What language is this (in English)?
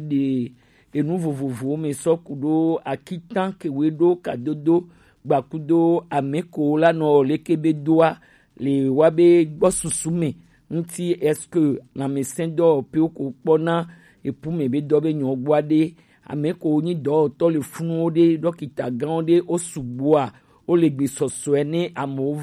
Gen